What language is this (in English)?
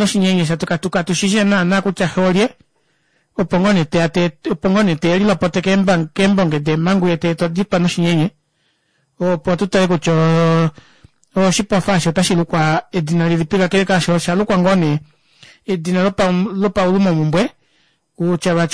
Kuanyama